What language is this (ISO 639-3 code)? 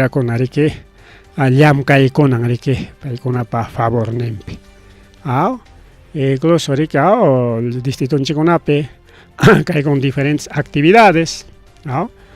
quy